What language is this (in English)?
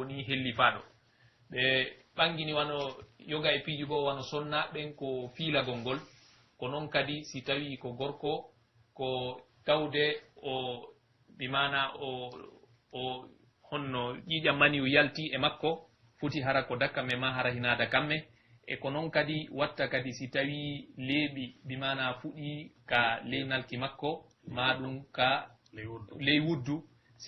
Pular